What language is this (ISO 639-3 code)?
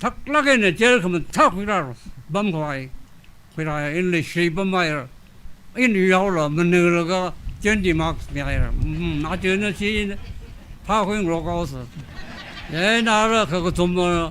nmf